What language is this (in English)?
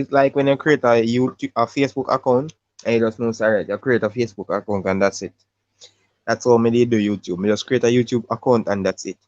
Jamaican Creole English